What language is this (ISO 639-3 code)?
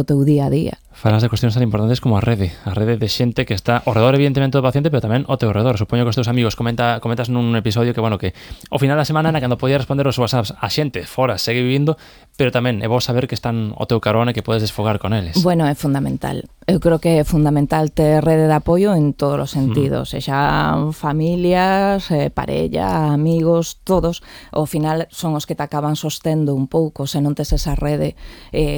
glg